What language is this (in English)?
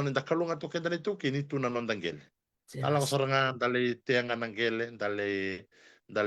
Fijian